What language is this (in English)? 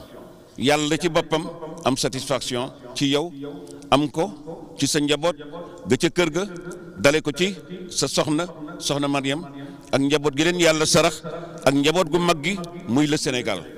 Wolof